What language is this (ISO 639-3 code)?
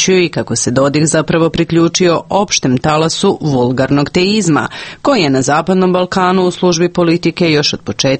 srp